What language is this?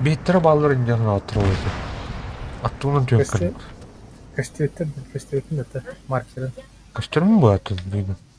Yakut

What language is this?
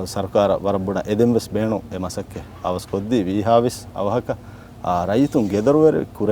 Divehi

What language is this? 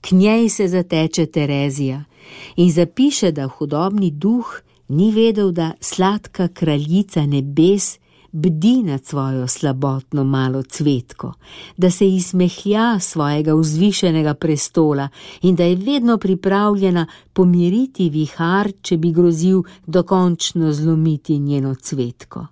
Slovenian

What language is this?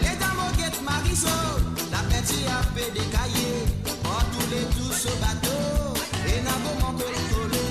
Morisyen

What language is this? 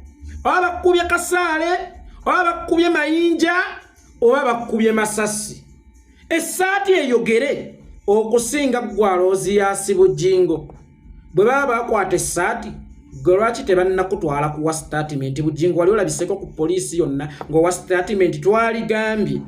Ganda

